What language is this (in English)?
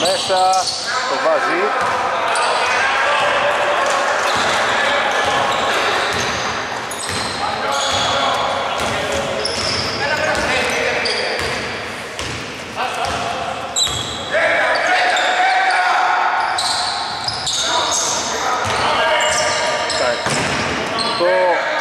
Greek